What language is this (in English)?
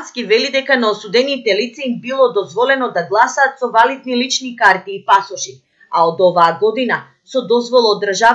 Macedonian